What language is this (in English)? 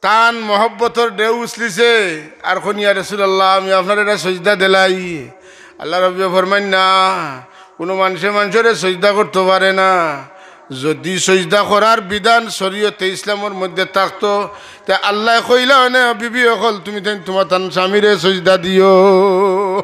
Sylheti